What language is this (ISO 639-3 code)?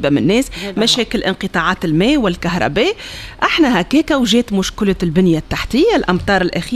aeb